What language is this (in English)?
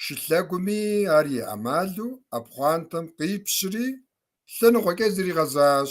Kabardian